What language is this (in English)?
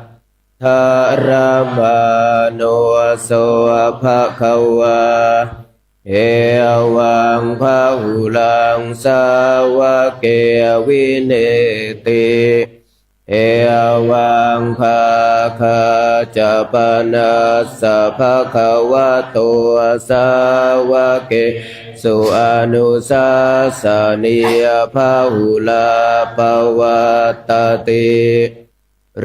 Pali